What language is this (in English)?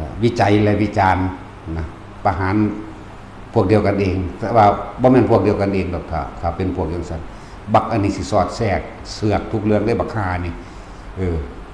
Northeastern Thai